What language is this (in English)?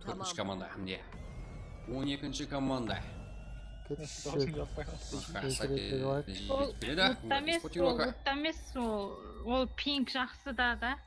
Kara-Kalpak